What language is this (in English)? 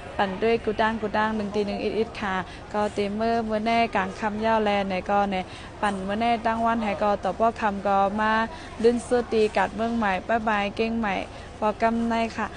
Shan